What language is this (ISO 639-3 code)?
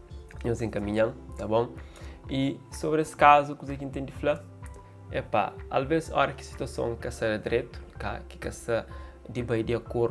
kea